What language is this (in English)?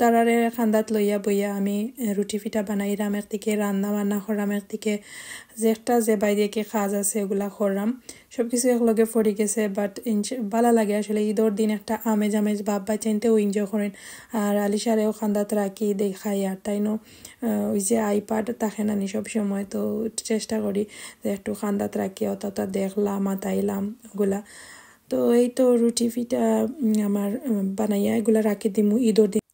Sylheti